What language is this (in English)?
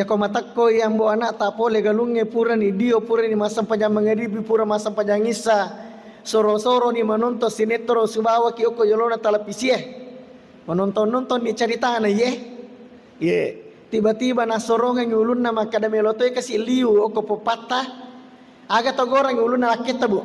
Buginese